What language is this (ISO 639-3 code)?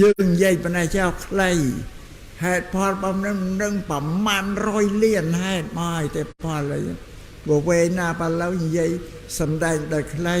khm